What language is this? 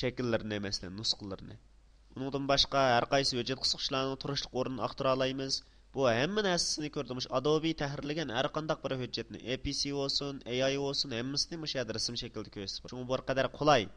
Uyghur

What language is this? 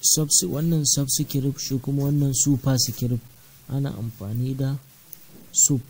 Hausa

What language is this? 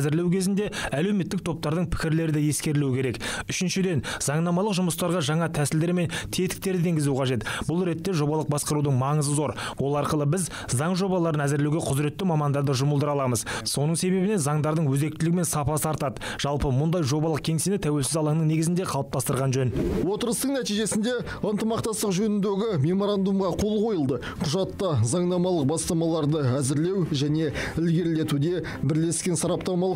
Kazakh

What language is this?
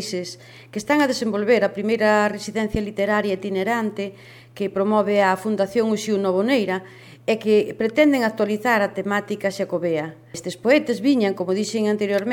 Galician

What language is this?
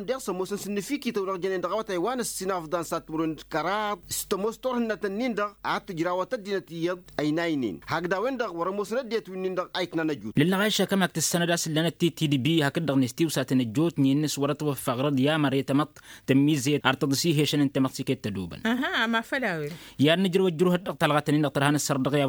Tamasheq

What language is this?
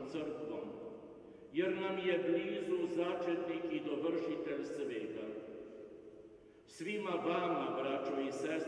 Croatian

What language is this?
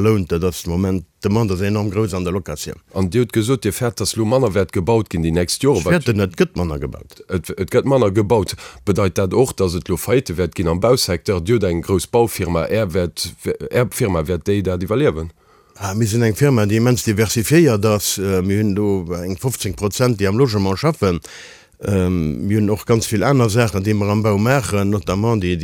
Luxembourgish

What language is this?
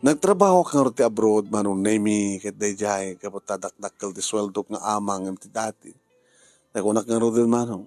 Iloko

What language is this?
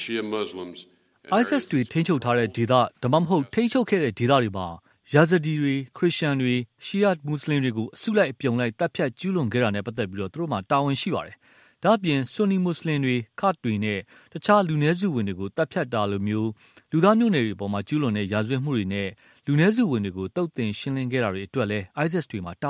Burmese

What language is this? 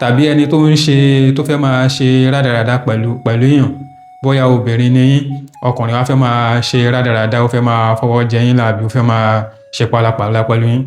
Yoruba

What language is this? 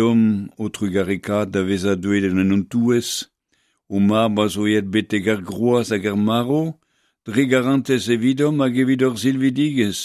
Breton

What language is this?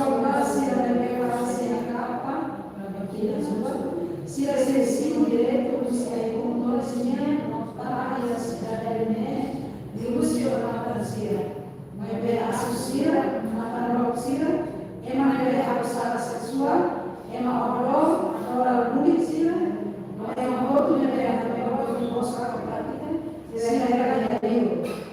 Tetum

